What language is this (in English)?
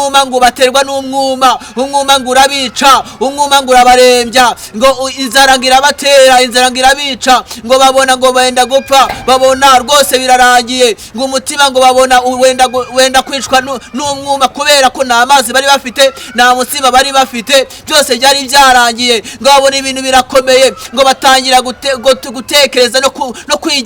Kinyarwanda